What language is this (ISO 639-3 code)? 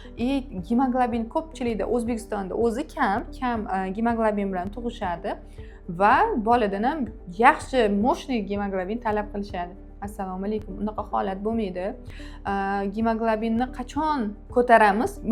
uzb